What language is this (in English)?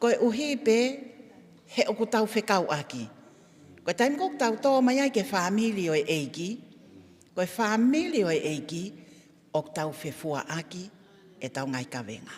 Tongan